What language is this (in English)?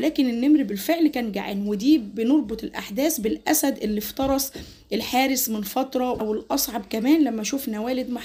Egyptian Arabic